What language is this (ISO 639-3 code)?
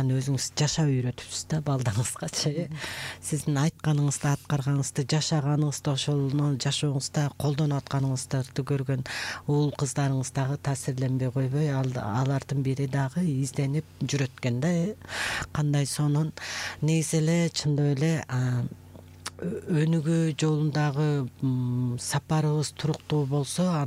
kir